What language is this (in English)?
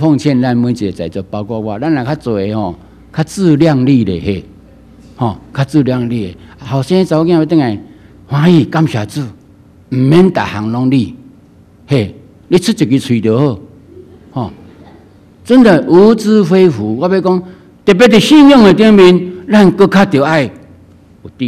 Min Nan Chinese